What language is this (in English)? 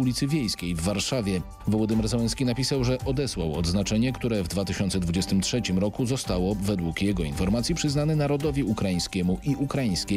Polish